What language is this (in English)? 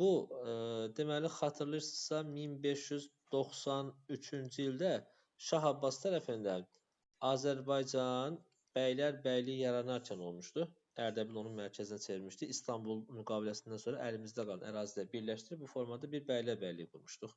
Azerbaijani